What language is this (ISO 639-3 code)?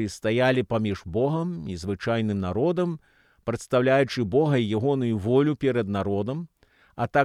bel